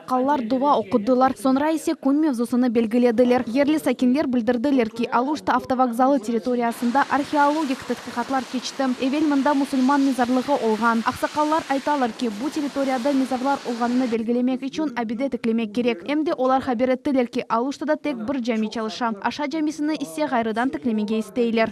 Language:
Crimean Tatar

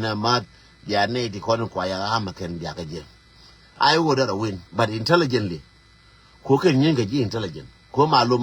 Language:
Nuer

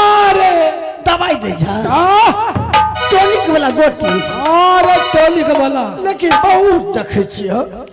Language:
Maithili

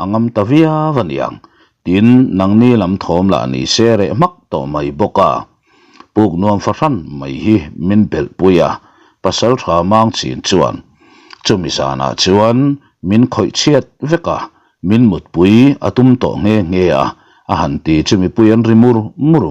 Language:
Mizo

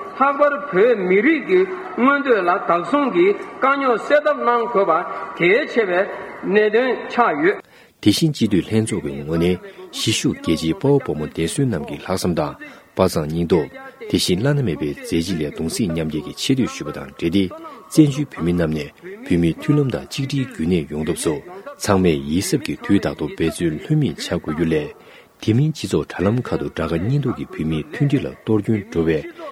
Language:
Tibetan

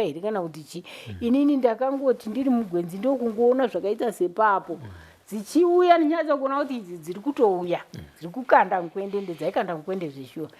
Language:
Shona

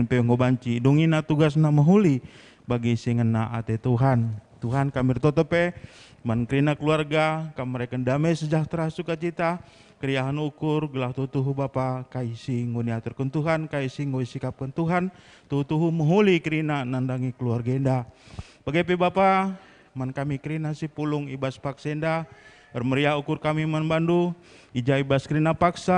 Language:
Batak Karo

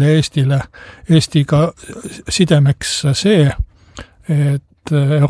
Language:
Estonian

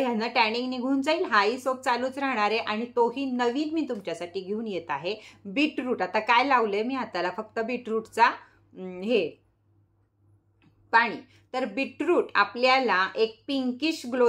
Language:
Marathi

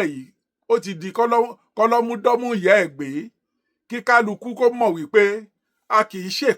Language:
Yoruba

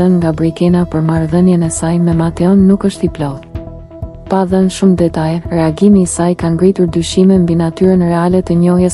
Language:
Albanian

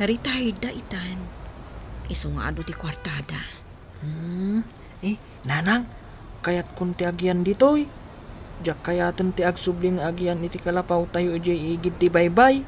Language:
Iloko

